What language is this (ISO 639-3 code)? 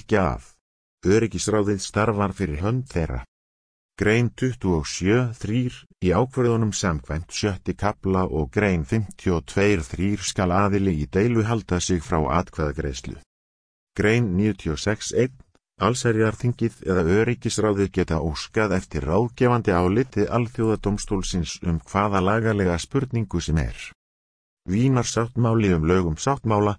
isl